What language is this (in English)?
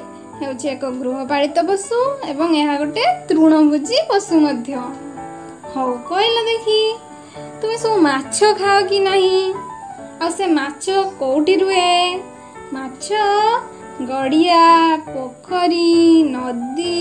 Odia